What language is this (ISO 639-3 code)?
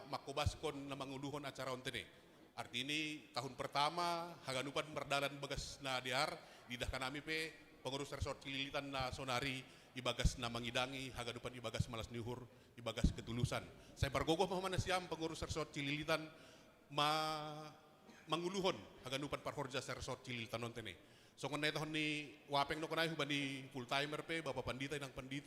bts